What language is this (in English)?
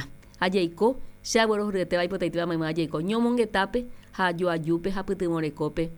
Guarani